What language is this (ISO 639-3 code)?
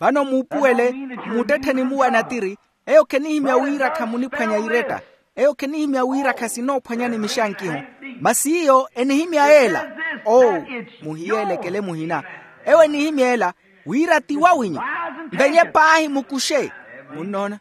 vmw